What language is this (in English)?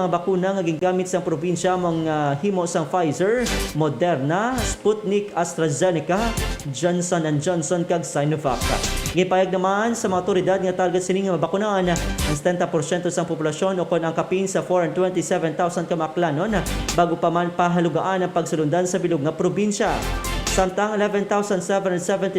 Hiligaynon